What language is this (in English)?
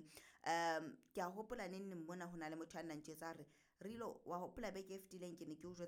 Southern Sotho